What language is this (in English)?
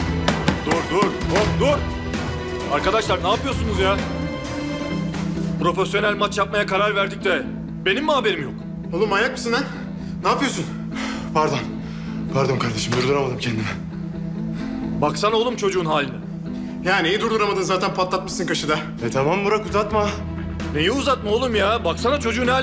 Turkish